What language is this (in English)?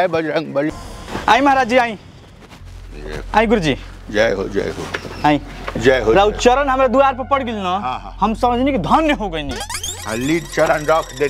Bhojpuri